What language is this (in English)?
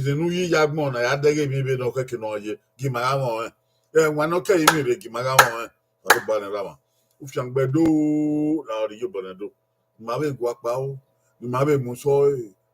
Bini